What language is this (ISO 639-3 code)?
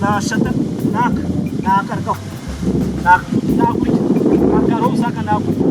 nyn